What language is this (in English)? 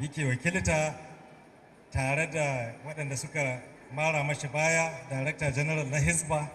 Hausa